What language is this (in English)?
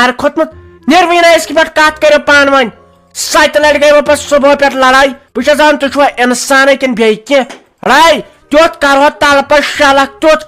Kashmiri